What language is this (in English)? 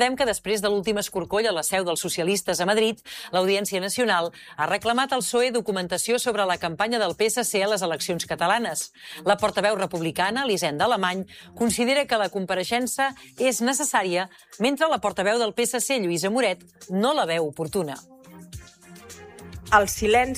Catalan